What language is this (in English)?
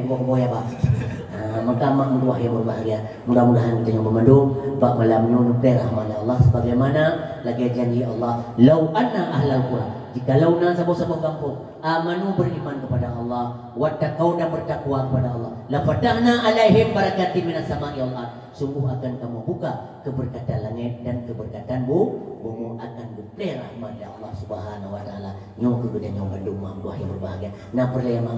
Achinese